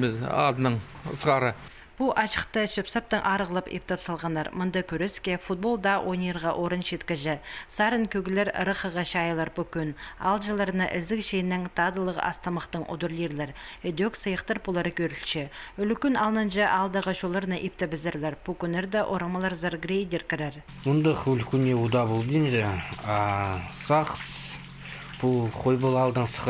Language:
Khakas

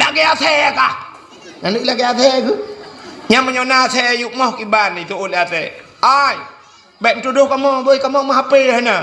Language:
Achinese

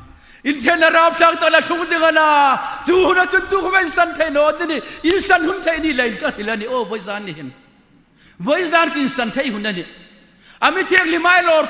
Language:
Hmar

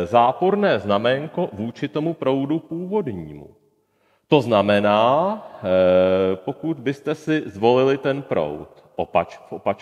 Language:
Czech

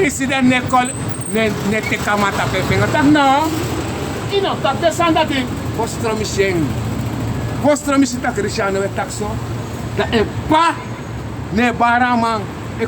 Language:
Sranan Tongo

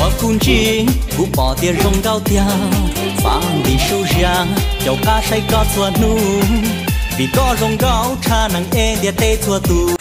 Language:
Hmong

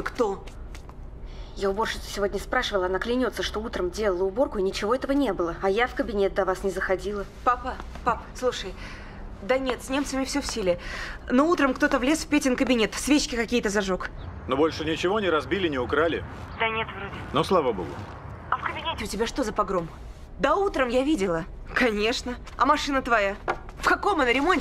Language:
Russian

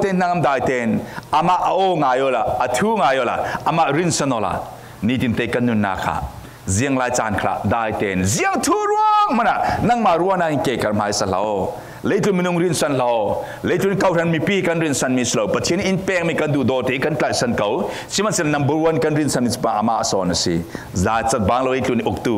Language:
Falam Chin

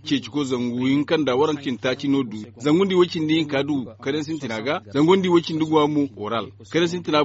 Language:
Zarma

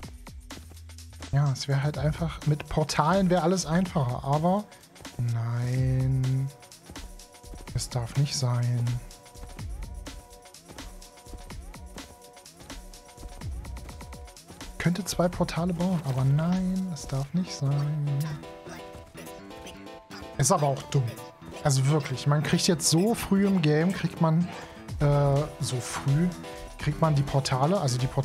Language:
German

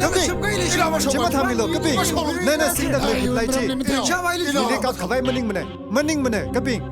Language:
Tangkhul Naga (India)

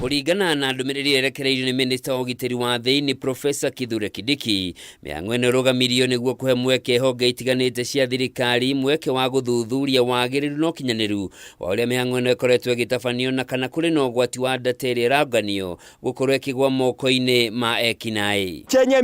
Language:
Kikuyu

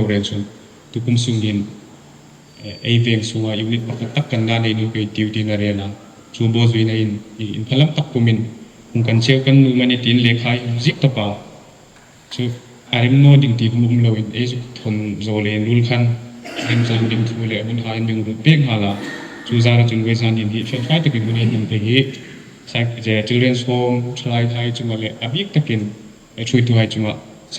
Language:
Hmar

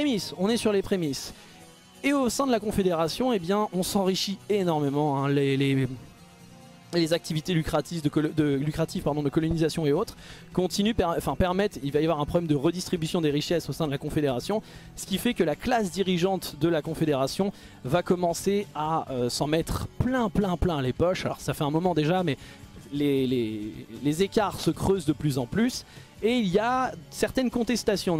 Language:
French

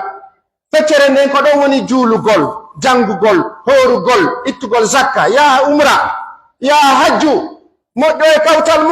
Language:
Pular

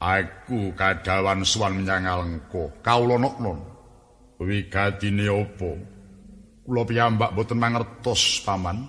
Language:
Javanese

